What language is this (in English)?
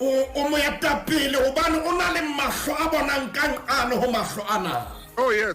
Southern Sotho